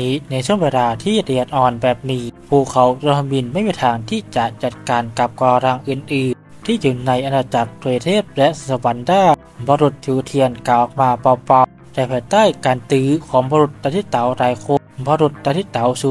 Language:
Thai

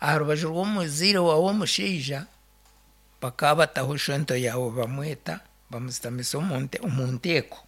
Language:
Nyankole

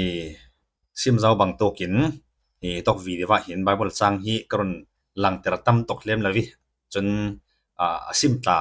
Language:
Falam Chin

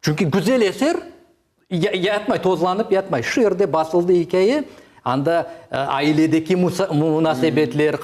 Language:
Crimean Tatar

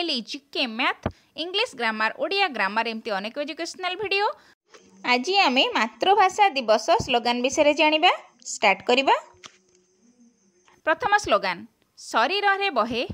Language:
Odia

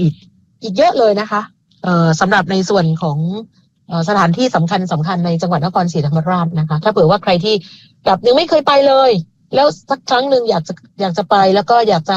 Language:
Thai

